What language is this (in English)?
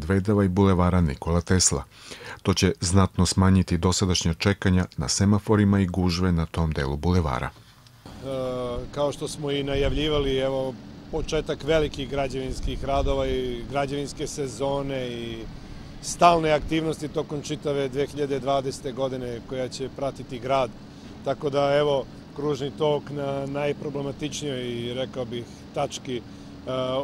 Serbian